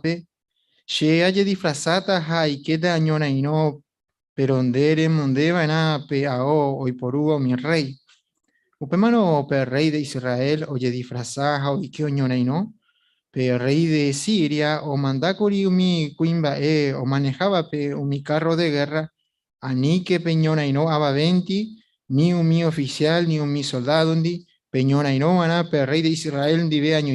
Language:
Guarani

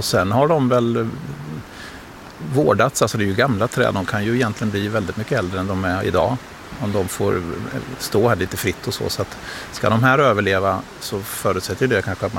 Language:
Swedish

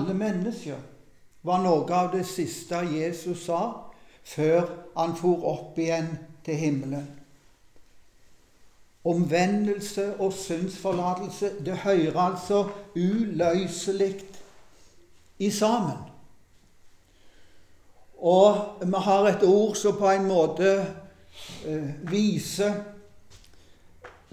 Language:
Norwegian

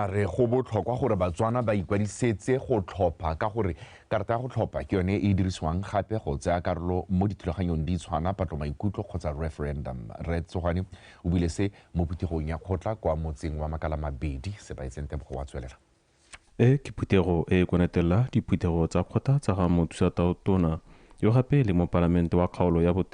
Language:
Tswana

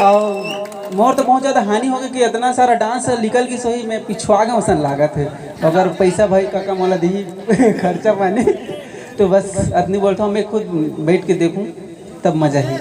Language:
Chhattisgarhi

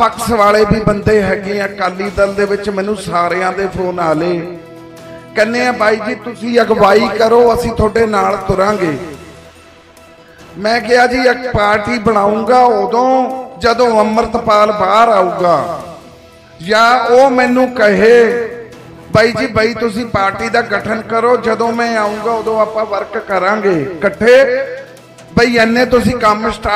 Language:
Punjabi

